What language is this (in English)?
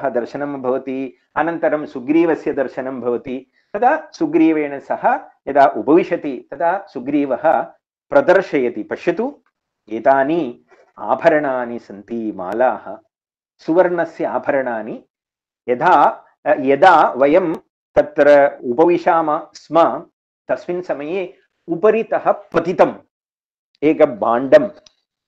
Sanskrit